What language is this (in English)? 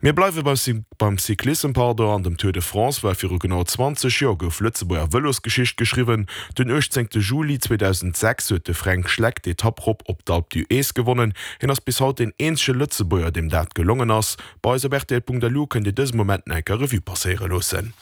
Luxembourgish